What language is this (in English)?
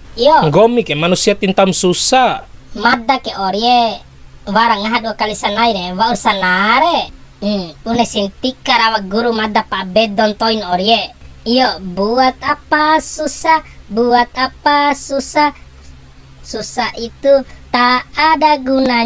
Bima